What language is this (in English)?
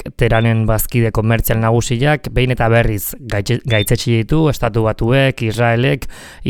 Basque